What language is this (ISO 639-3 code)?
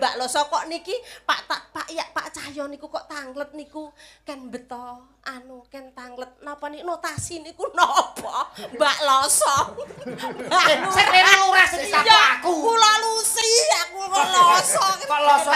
jav